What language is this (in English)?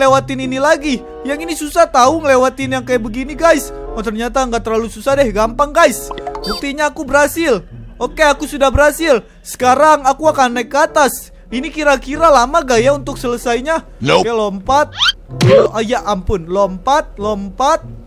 Indonesian